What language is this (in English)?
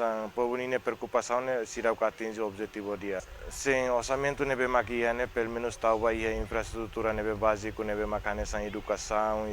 Tetum